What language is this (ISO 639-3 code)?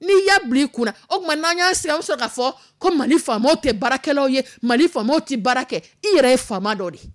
dyu